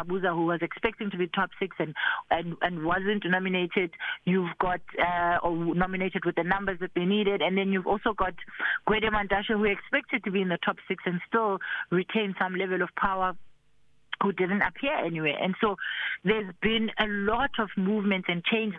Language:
English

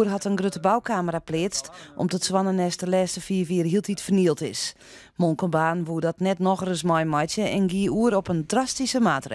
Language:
Western Frisian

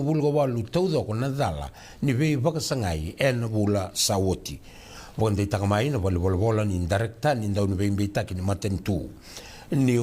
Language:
Fijian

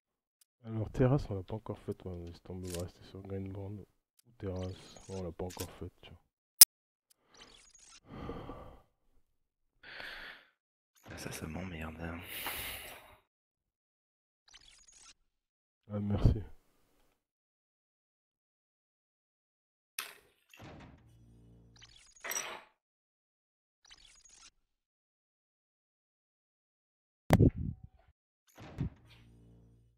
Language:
French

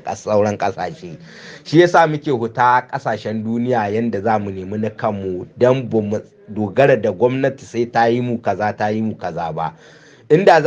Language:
Hausa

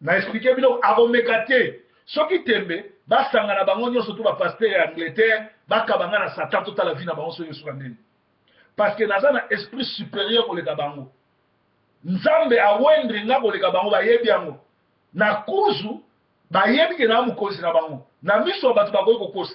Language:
Lingala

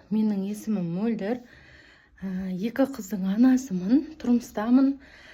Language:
Kazakh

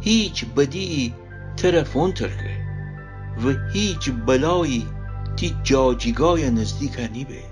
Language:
Gilaki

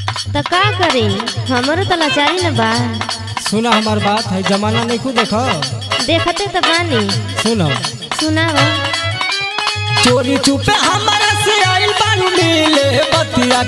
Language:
Bhojpuri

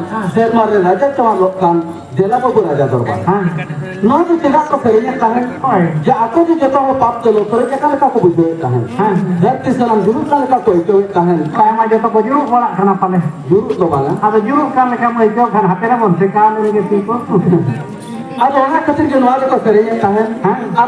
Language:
Santali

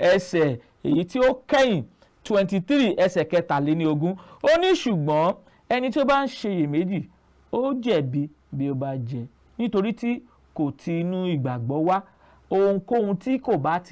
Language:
Yoruba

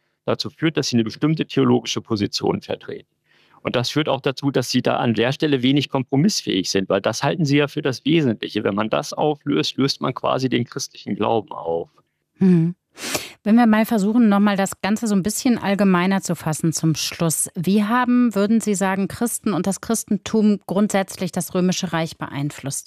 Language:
German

